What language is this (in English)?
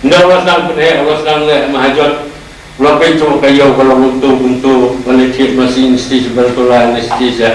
Khasi